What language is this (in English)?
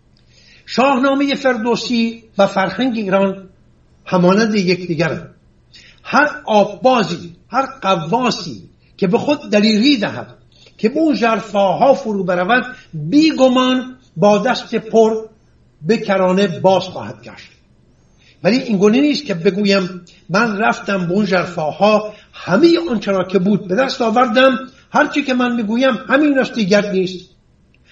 Persian